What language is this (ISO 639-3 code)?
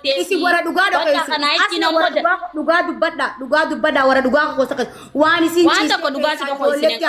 orm